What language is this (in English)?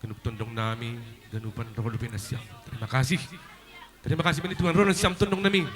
Batak Simalungun